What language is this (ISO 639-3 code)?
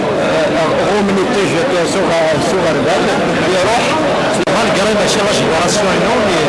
kab